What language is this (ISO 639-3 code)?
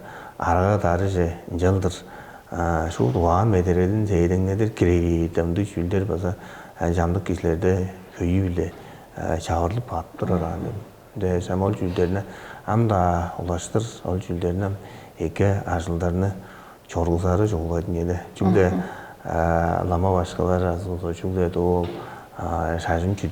tyv